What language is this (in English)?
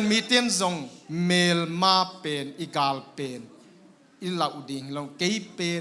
Tedim Chin